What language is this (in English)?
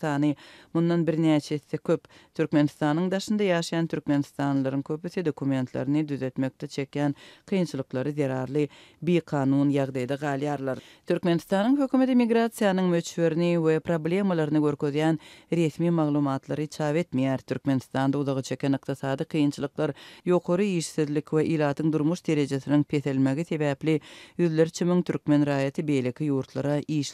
Turkmen